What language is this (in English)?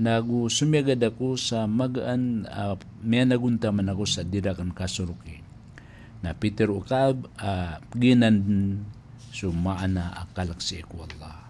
Maranao